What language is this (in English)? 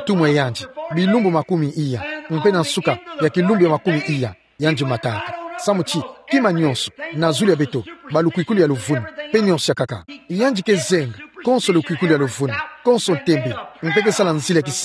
Kituba (Democratic Republic of Congo)